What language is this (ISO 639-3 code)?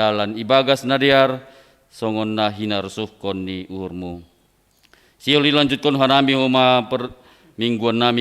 bts